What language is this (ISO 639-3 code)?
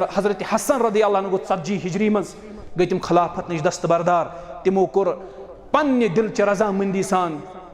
kas